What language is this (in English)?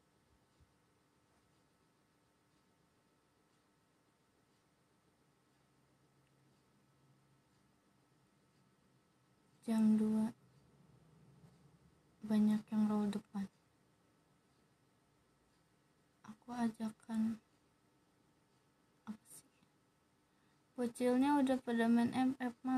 Indonesian